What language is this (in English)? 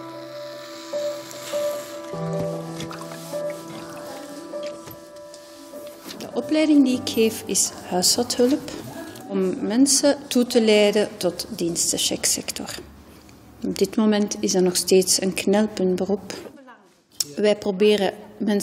Dutch